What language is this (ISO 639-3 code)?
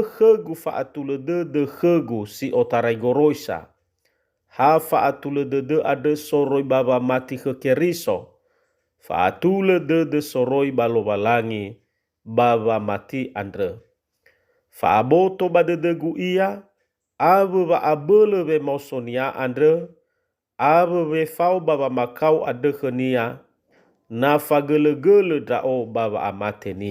nia